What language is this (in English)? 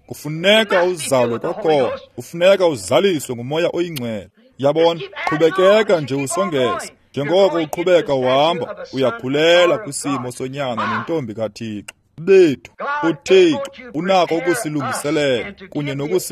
Xhosa